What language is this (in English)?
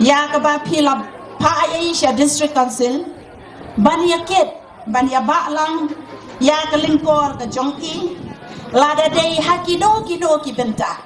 Khasi